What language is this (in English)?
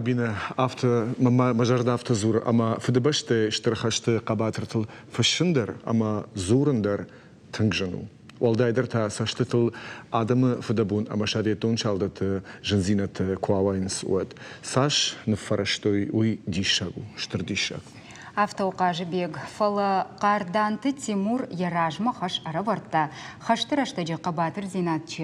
Ossetic